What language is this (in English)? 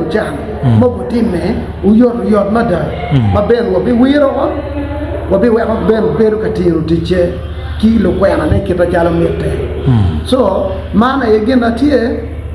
Acoli